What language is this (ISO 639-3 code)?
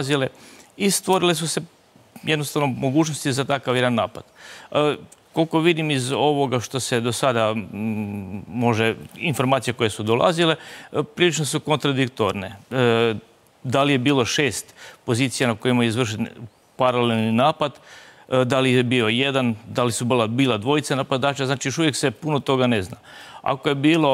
bos